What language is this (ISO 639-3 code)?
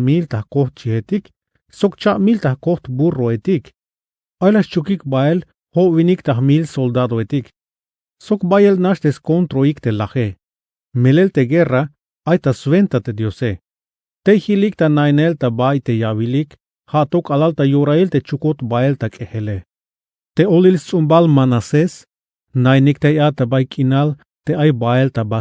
tzh